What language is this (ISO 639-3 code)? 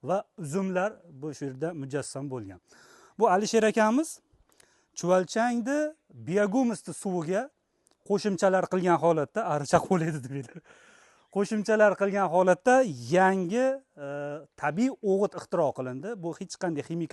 uzb